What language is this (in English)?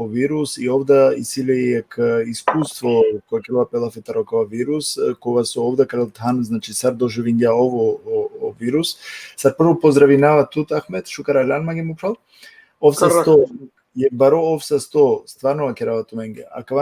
Balkan Romani